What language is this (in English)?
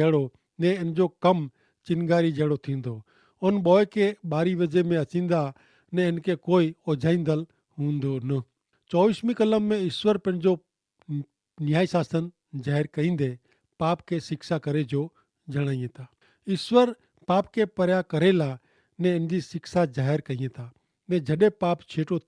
Kachhi